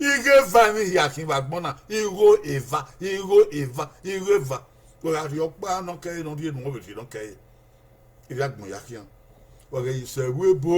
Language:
Bini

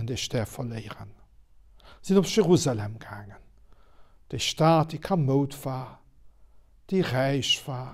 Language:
Luxembourgish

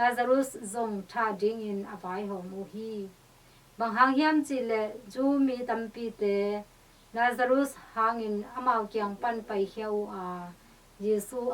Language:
Tedim Chin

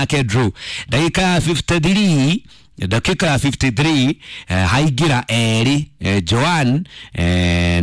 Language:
Kikuyu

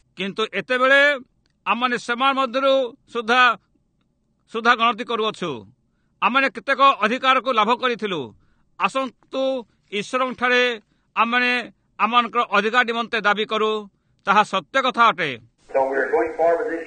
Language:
Odia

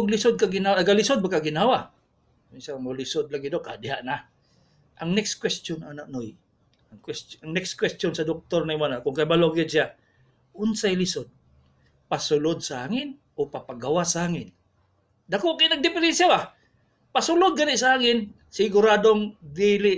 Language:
Cebuano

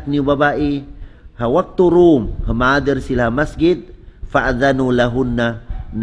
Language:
Tausug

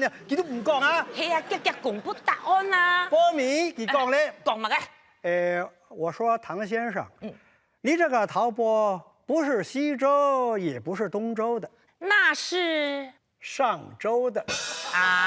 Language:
Hakka Chinese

